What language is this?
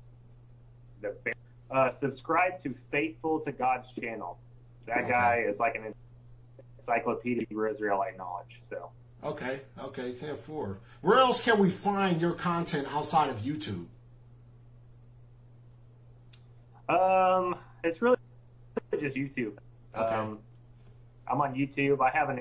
English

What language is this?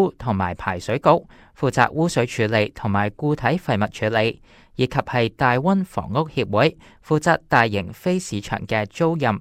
Cantonese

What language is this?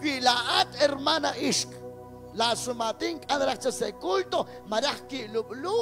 Kekchí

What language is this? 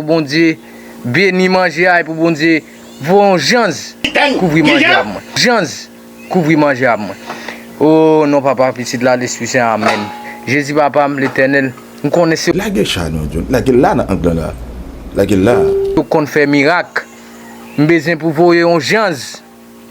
Haitian Creole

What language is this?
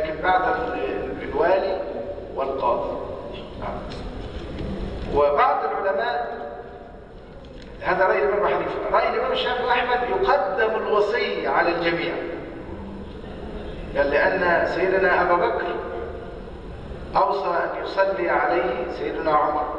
Arabic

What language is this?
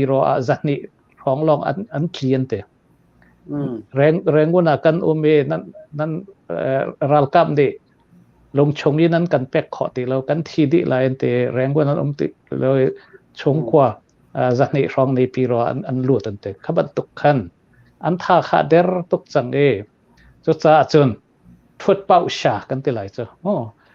Hakha Chin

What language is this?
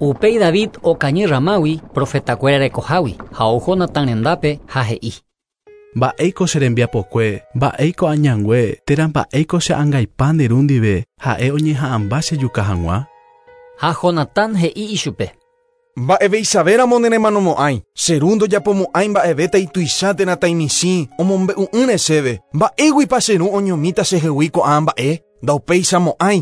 Guarani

